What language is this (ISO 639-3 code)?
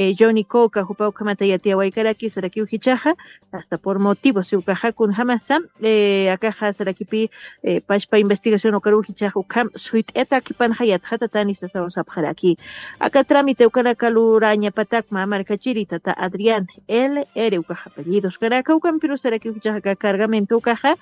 aym